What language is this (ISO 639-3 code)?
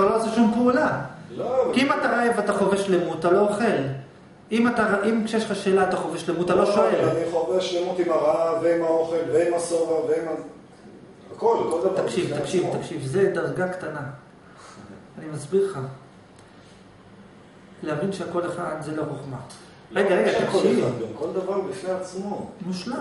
heb